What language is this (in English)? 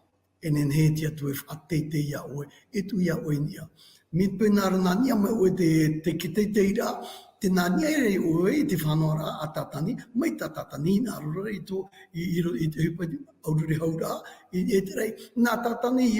Tahitian